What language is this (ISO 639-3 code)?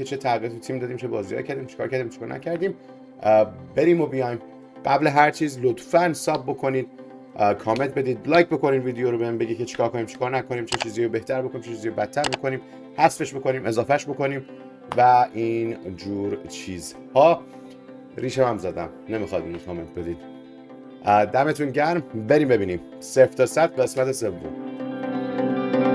fas